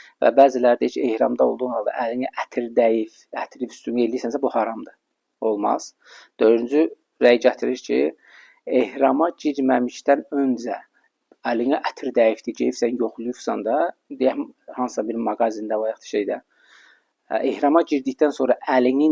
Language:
Azerbaijani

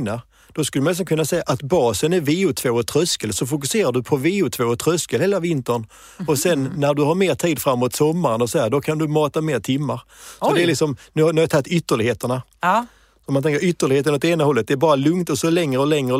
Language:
Swedish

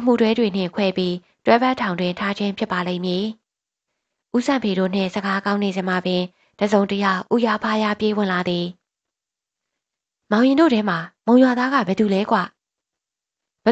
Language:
Burmese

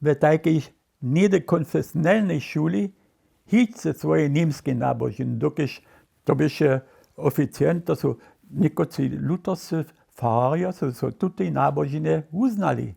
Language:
Upper Sorbian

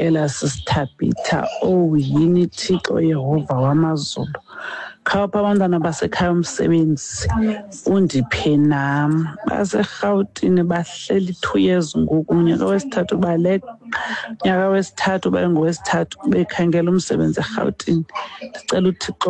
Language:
Xhosa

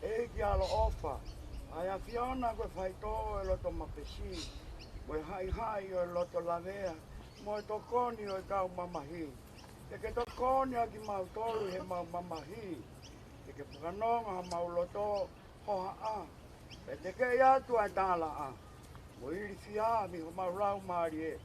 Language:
Tongan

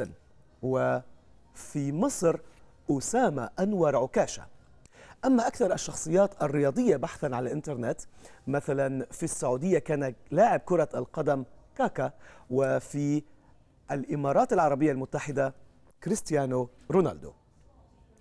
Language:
Arabic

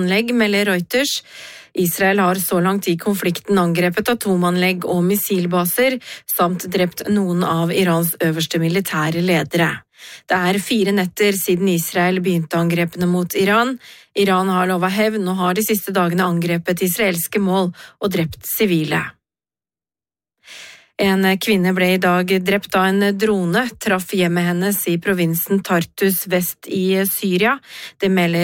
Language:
Norwegian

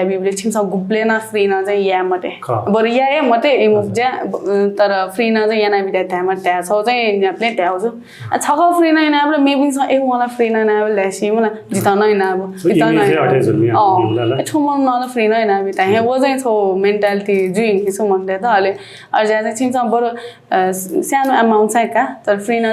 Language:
Newari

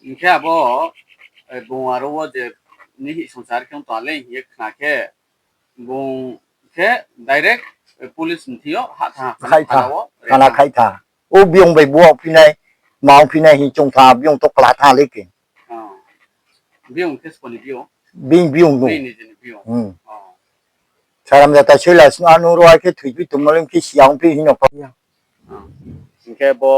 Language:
Riang (India)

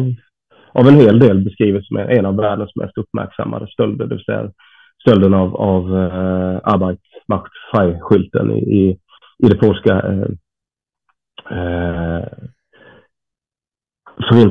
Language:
Swedish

